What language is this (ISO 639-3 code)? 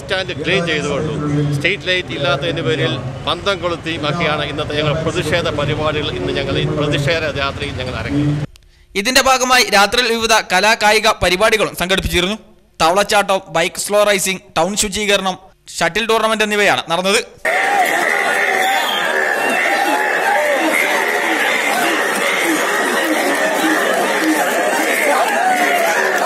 mal